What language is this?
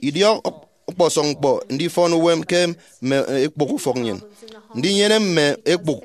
Efik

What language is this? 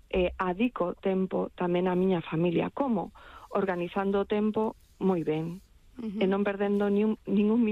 Galician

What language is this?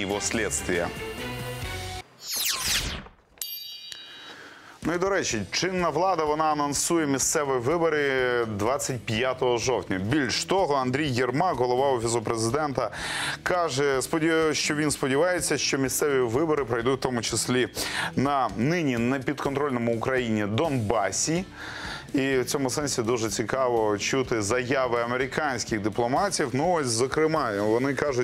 Ukrainian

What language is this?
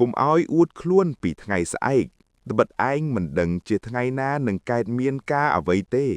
Khmer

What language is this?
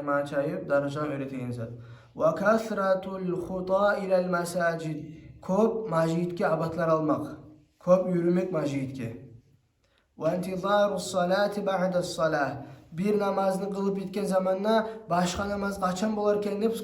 Kumyk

